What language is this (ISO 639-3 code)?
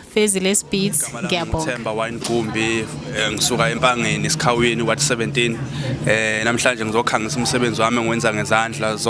zul